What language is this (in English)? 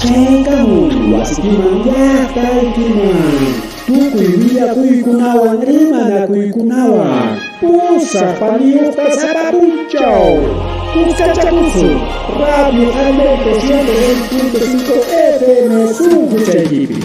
Ayacucho Quechua